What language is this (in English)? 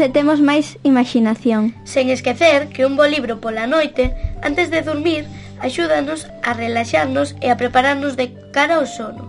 Galician